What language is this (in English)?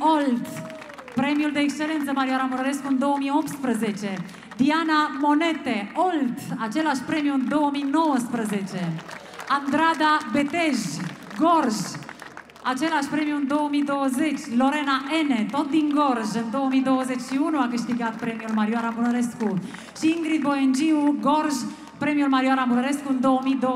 Romanian